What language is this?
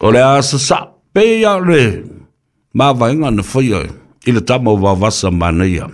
Samoan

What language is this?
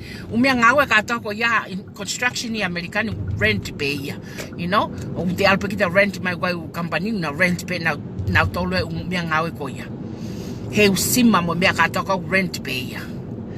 Tongan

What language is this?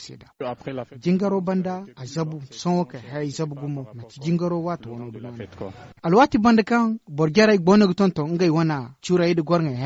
Zarma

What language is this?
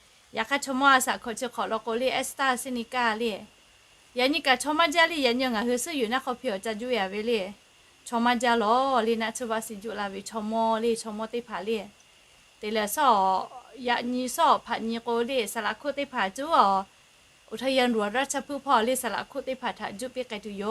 Lahu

